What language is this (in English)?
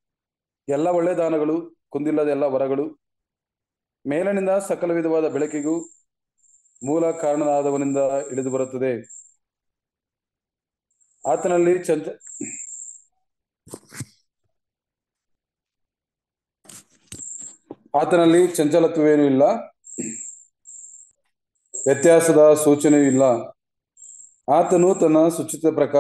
Kannada